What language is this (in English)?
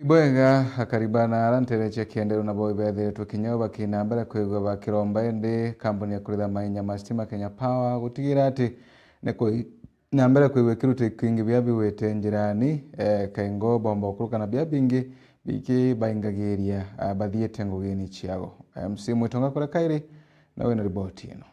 Meru